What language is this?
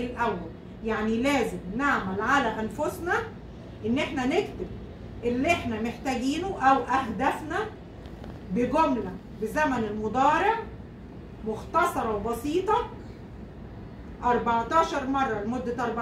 Egyptian Arabic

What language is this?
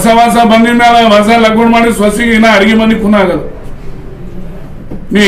Kannada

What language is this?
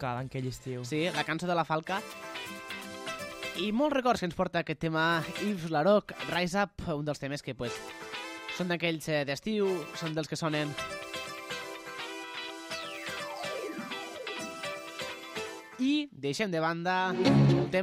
Catalan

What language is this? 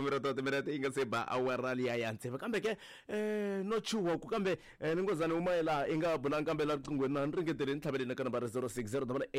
Tsonga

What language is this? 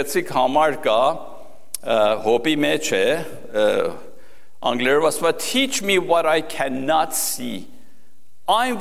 Armenian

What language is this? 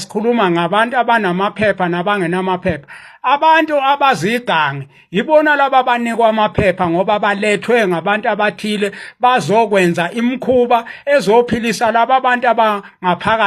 Zulu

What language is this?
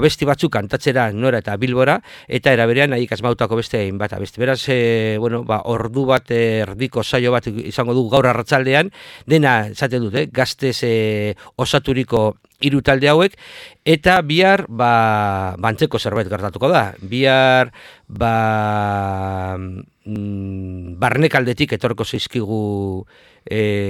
Basque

